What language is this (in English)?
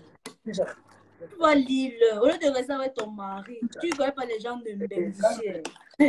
French